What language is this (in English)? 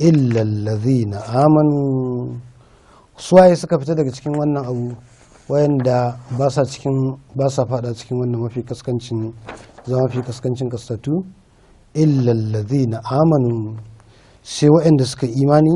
Hausa